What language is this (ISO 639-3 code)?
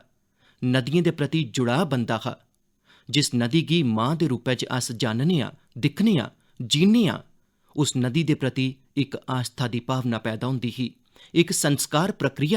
doi